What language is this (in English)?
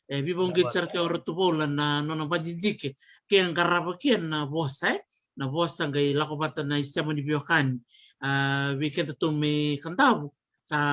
Fijian